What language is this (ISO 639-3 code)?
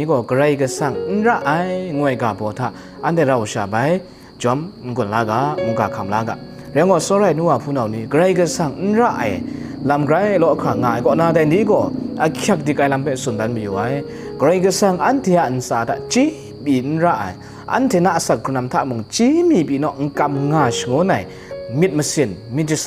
kac